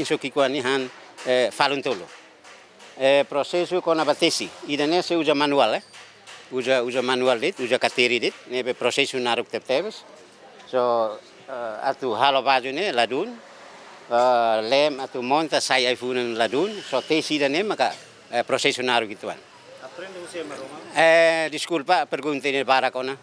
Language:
Tetum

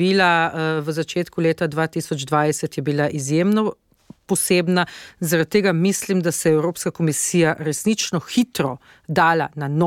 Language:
Slovenian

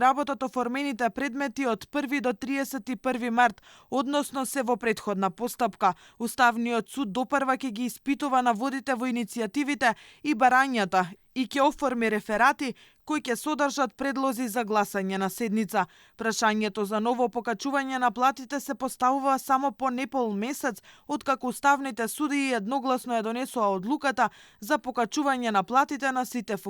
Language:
Macedonian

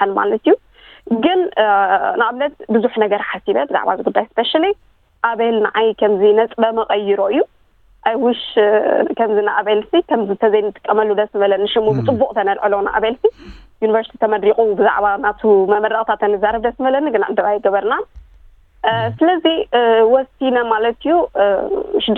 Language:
Tigrinya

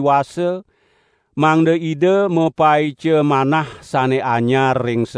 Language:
Balinese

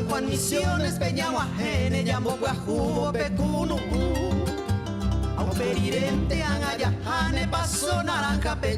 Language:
Guarani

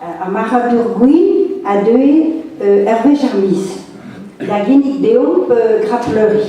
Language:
Breton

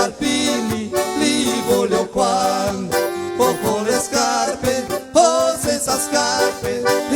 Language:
Venetian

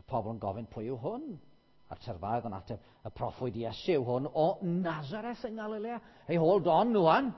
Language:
Welsh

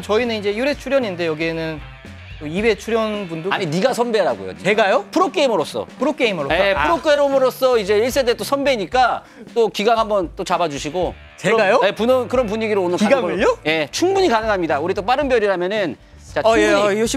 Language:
Korean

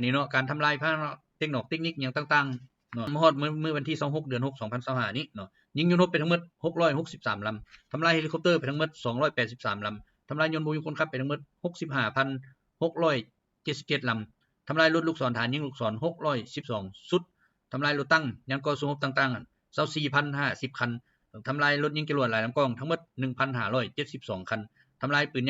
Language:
Lao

